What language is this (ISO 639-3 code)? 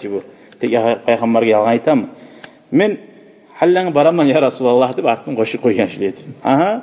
kum